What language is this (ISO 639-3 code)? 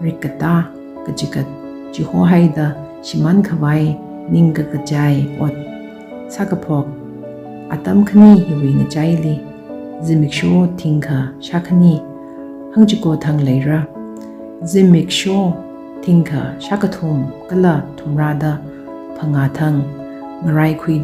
nmf